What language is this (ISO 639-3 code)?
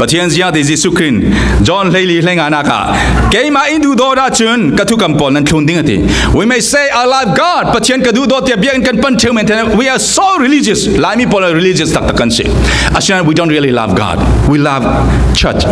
cfm